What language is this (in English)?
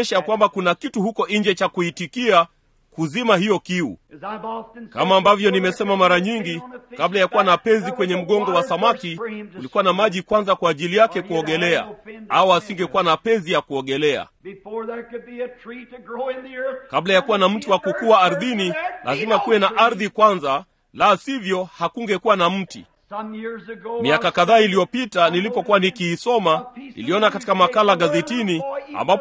Swahili